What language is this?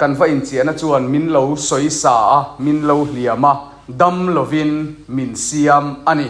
Mizo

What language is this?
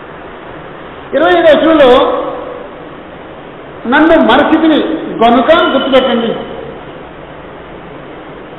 Telugu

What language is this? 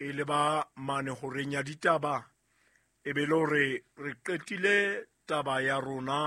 Southern Sotho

